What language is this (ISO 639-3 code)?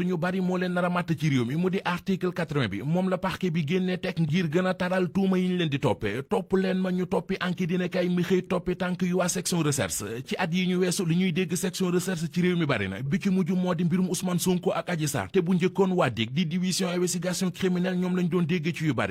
wol